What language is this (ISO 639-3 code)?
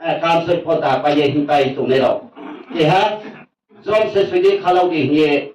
ria